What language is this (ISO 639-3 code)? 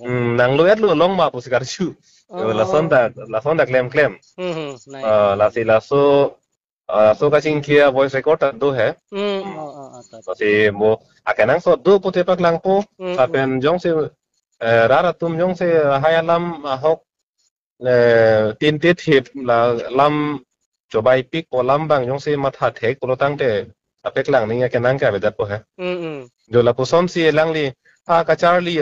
mjw